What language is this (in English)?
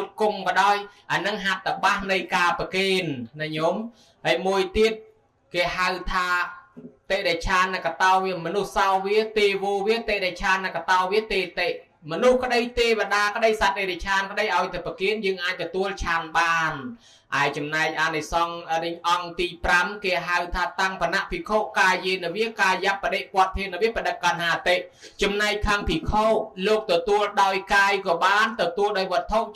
Khmer